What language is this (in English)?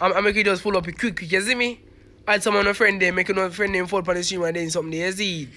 Jamaican Creole English